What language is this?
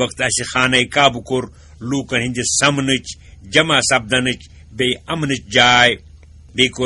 Kashmiri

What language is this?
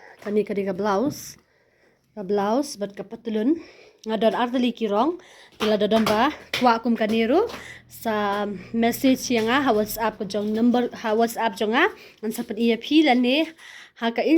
Khasi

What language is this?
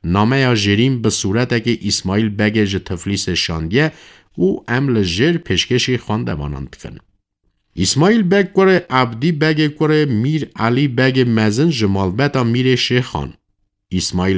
Kurdish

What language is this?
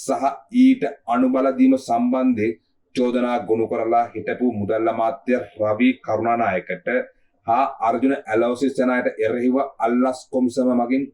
Sinhala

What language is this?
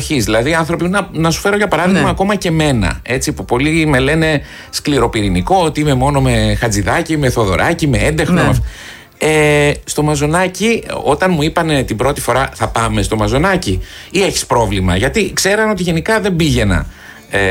Greek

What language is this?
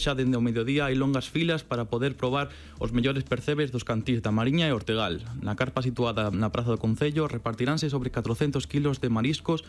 Galician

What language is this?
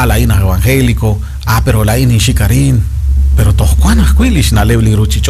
Kekchí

